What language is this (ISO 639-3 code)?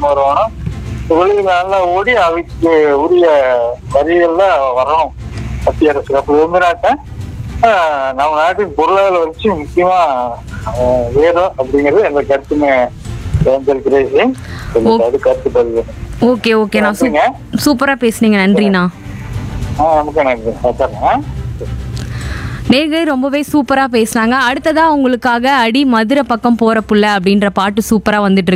tam